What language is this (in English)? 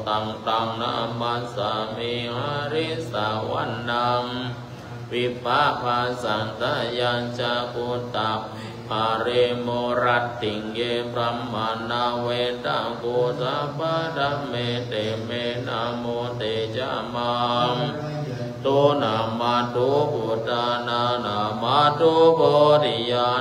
Pali